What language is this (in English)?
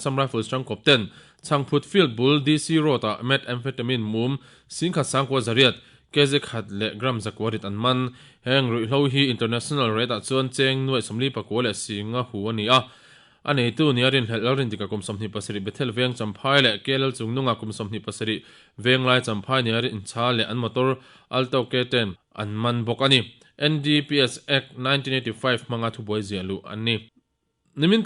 Mizo